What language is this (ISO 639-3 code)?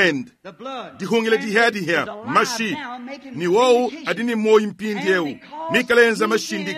lua